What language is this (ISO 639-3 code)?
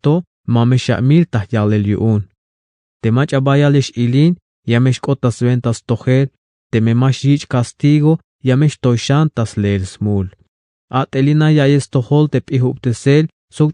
tzh